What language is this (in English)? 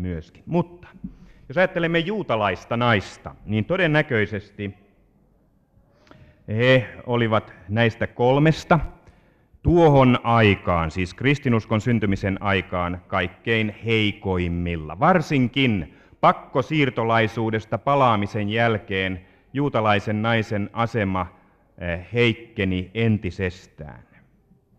Finnish